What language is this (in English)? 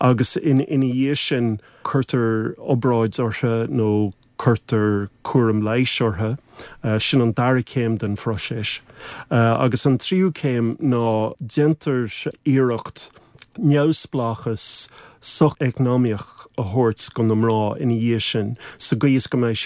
Irish